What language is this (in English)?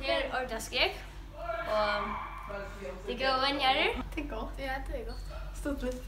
Faroese